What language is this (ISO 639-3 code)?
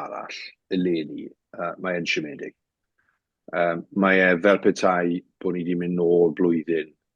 cym